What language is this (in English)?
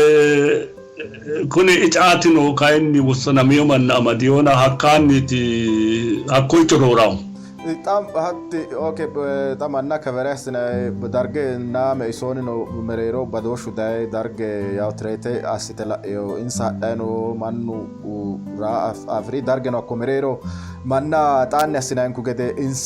Sidamo